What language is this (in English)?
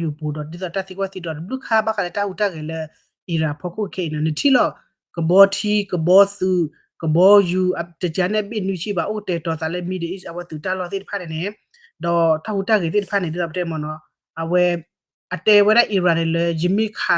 S'gaw Karen